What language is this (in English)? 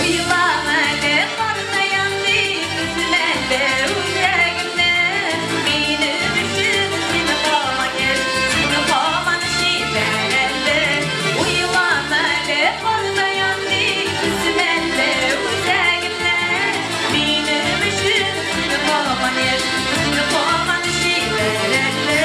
Tatar